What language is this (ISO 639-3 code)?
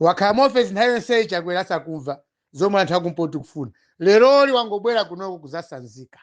nya